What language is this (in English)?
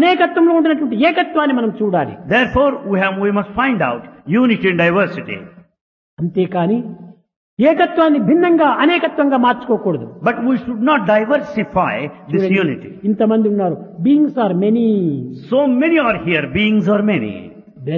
Telugu